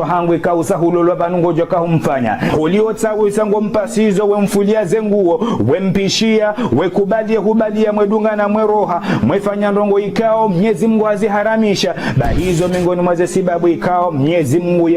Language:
Ngazidja Comorian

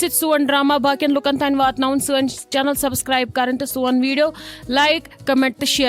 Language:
Kashmiri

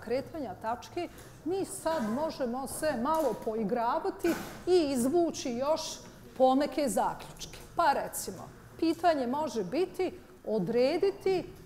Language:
Bosnian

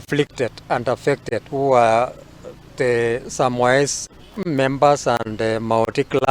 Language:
Kikuyu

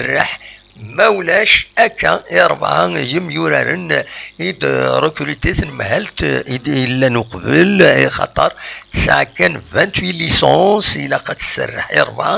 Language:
Kabyle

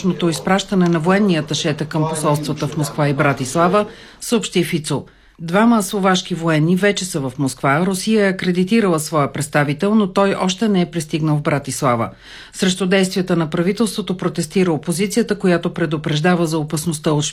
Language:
Bulgarian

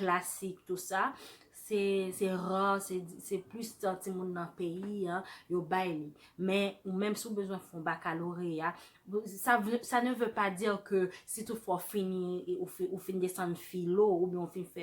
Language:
Haitian Creole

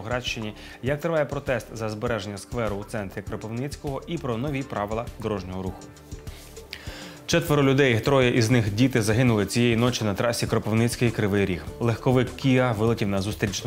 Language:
Ukrainian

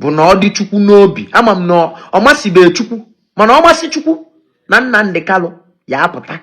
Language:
Igbo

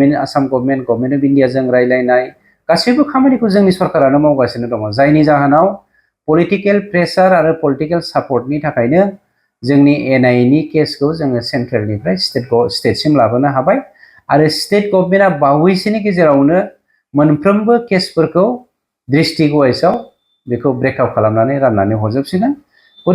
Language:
Bodo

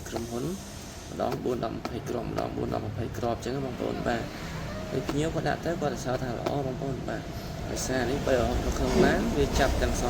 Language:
Khmer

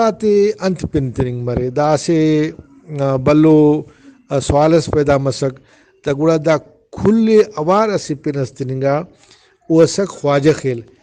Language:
Brahui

